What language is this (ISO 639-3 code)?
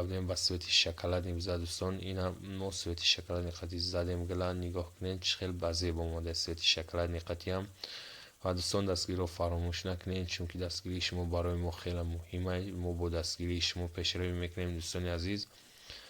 tgk